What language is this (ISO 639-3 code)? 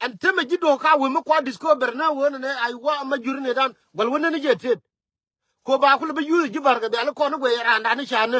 nus